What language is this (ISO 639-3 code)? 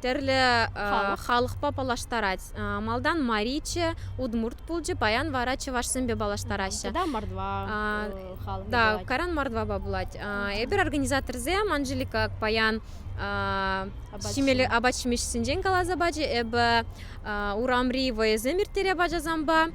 chv